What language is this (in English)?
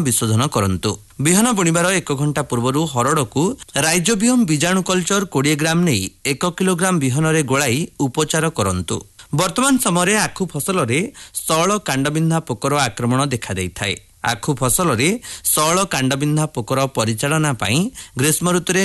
Odia